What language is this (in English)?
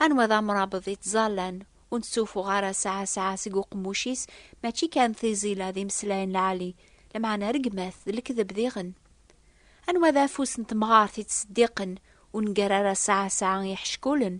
Kabyle